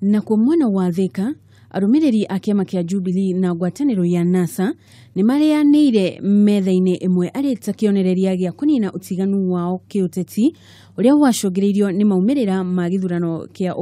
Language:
Kikuyu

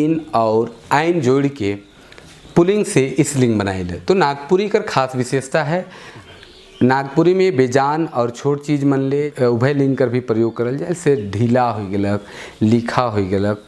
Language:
Sadri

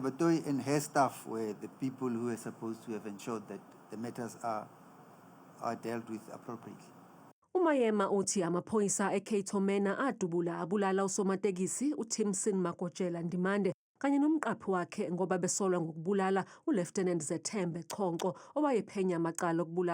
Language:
Zulu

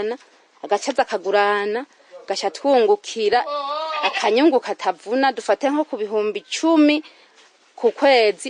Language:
Rundi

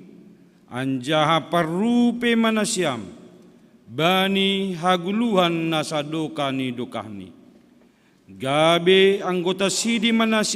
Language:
Batak Simalungun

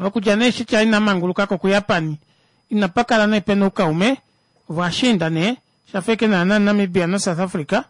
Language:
Kuanyama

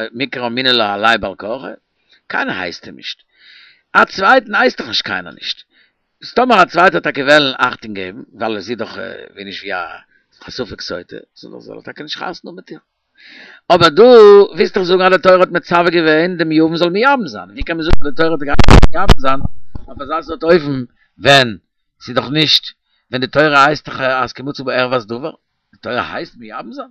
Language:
Yiddish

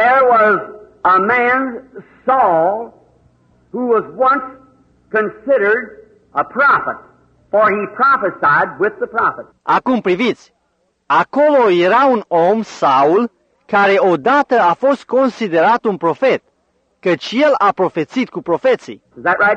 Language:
Romanian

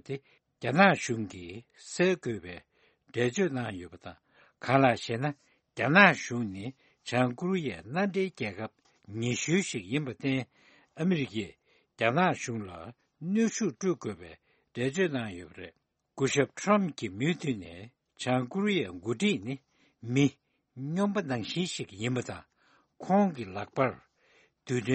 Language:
Tibetan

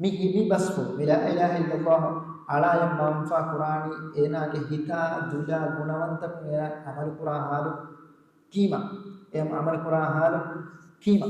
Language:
Divehi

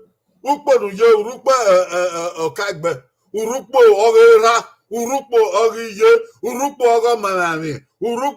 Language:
Bini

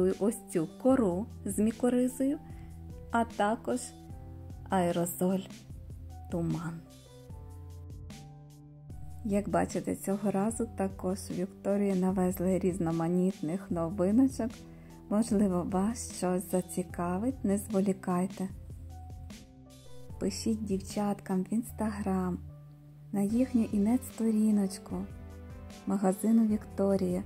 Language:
Ukrainian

